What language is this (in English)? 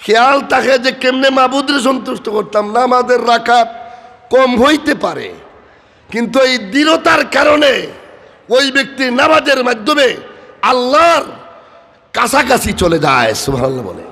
Sylheti